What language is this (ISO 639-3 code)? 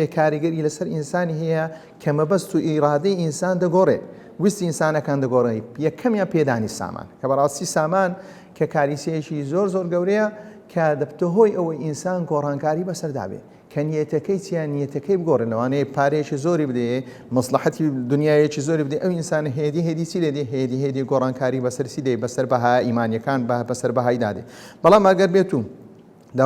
ckb